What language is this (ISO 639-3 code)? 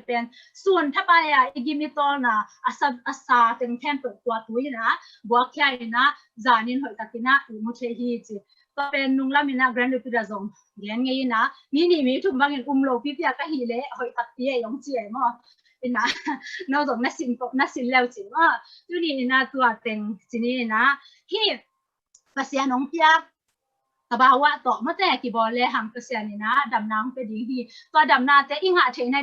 ctd